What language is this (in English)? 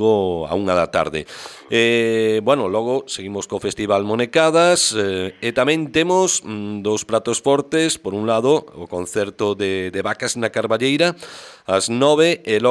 Galician